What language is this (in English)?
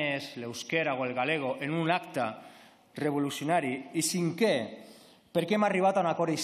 Catalan